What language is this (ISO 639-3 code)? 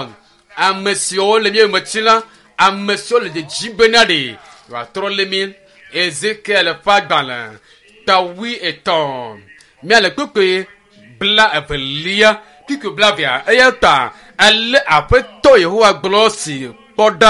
ewe